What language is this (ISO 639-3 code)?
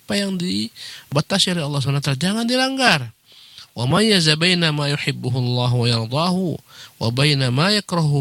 ind